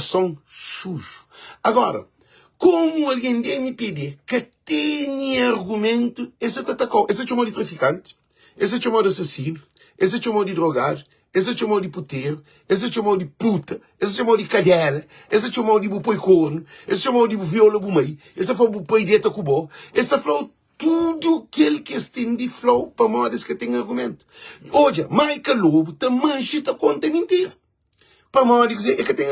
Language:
Kabuverdianu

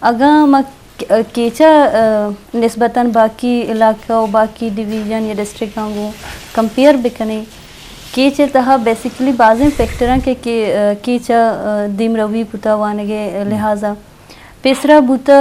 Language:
Eastern Balochi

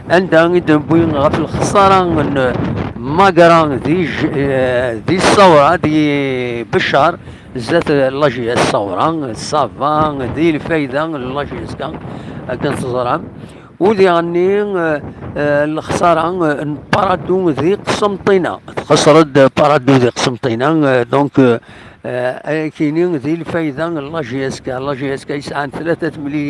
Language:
Kabyle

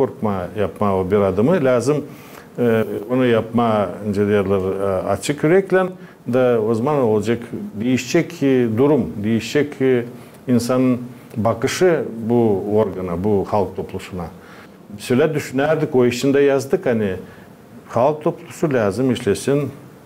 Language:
Gagauz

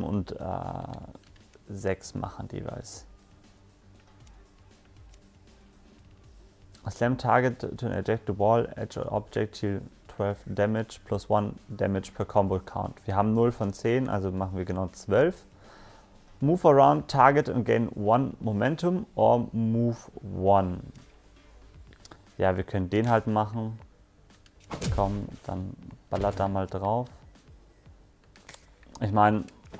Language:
German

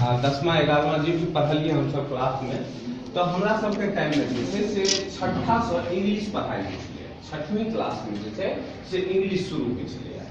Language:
Maithili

